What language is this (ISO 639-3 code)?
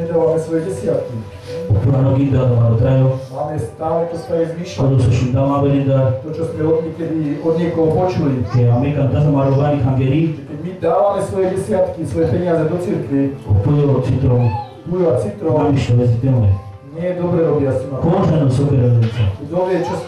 slk